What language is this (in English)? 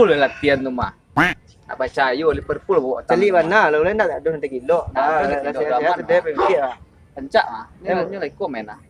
Minangkabau